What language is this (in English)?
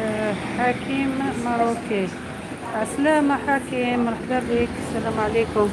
Algerian Arabic